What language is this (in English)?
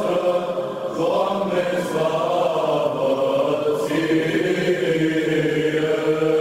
Romanian